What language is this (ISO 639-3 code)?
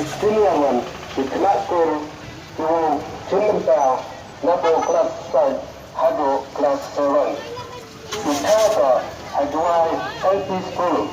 kha